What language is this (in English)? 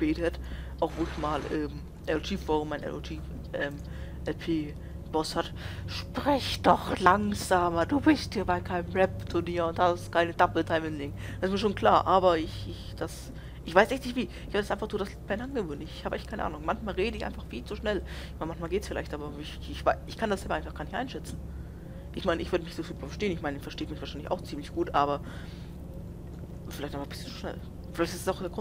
German